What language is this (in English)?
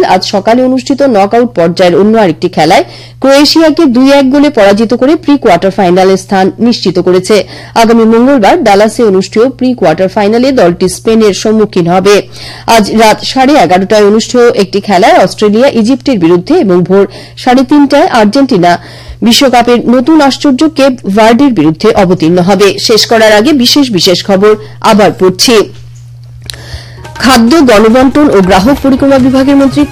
Bangla